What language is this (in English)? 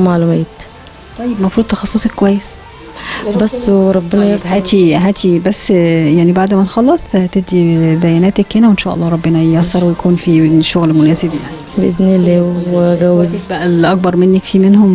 Egyptian Arabic